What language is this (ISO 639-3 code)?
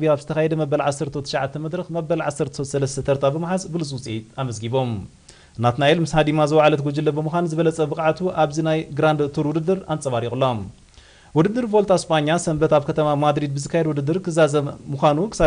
tir